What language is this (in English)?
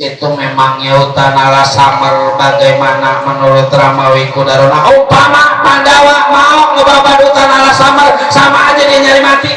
Betawi